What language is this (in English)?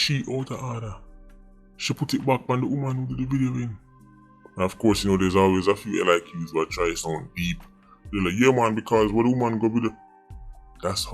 Jamaican Creole English